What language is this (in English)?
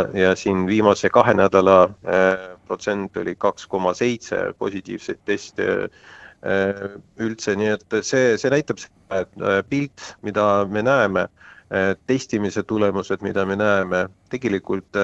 Estonian